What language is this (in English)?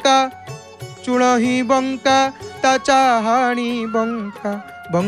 Odia